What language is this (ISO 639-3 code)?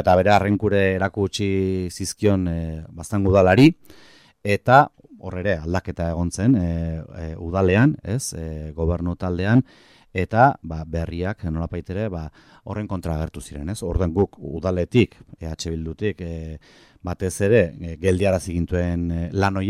eus